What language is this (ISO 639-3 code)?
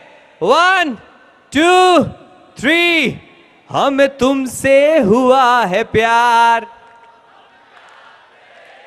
hin